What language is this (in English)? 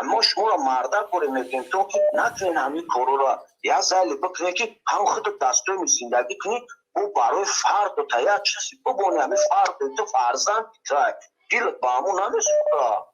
Tajik